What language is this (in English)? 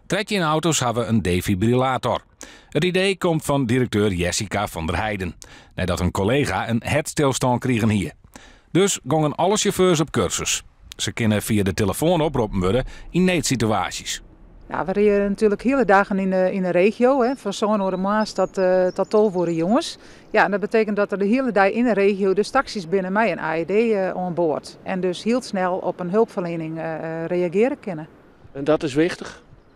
Western Frisian